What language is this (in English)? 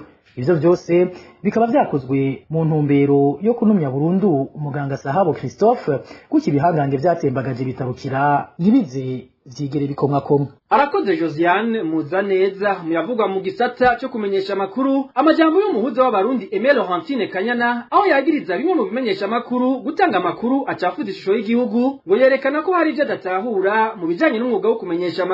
Rundi